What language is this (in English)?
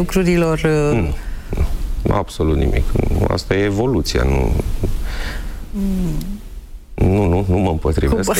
Romanian